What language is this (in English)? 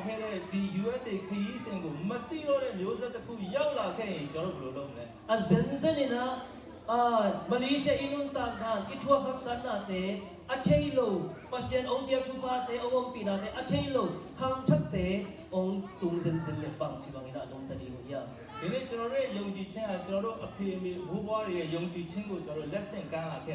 Tedim Chin